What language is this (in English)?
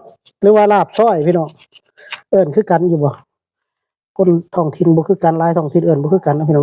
Northeastern Thai